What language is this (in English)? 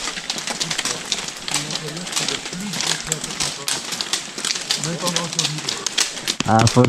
Portuguese